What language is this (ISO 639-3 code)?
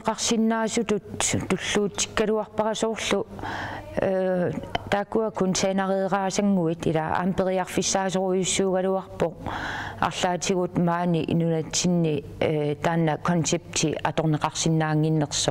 kal